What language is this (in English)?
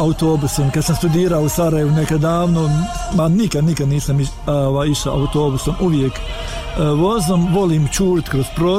Bosnian